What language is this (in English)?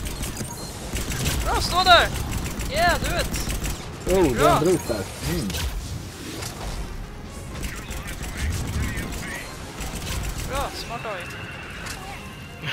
Swedish